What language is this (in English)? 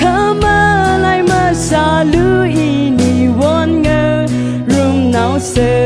Tangkhul Naga (India)